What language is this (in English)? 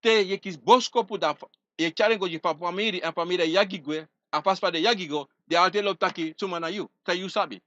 Sranan Tongo